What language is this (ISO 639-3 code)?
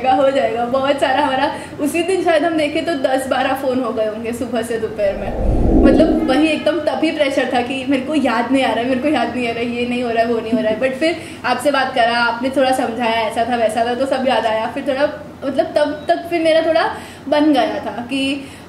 hin